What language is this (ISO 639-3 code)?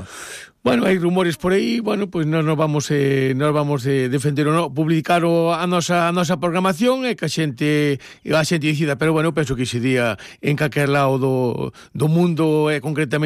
glg